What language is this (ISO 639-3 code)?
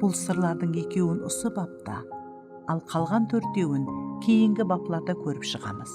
kaa